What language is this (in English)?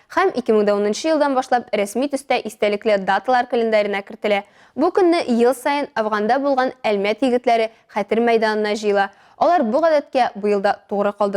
Tatar